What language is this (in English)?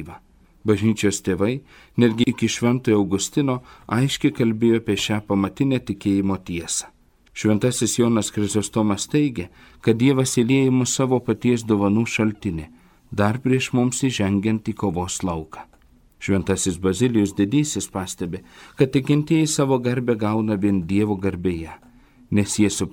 Lithuanian